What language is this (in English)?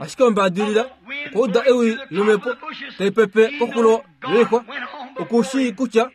Kuanyama